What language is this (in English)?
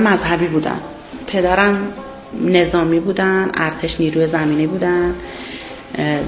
Persian